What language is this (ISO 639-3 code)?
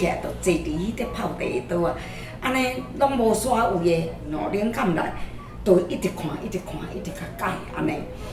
nan